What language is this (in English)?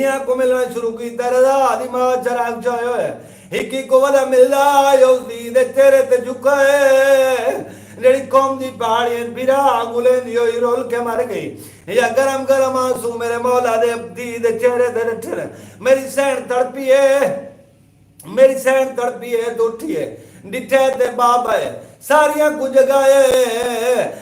Saraiki